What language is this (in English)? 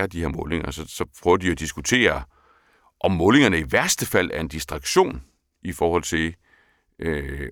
Danish